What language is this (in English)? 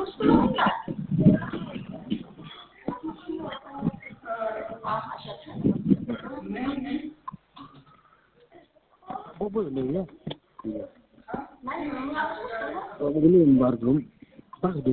Khasi